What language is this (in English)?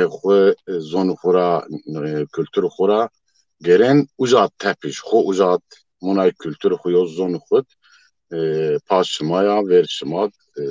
Zaza